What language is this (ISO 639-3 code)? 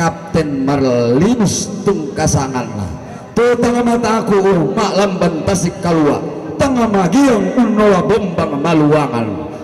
sda